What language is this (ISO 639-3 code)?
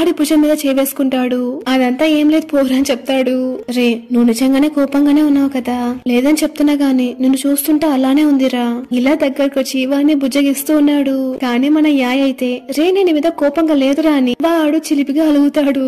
tel